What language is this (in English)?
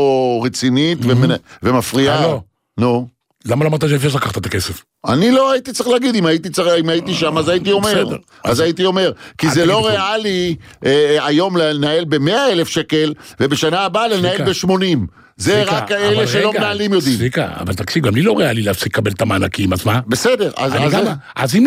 Hebrew